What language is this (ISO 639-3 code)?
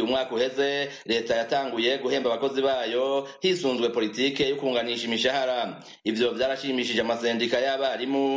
run